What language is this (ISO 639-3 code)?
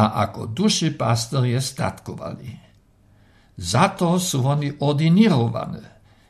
dsb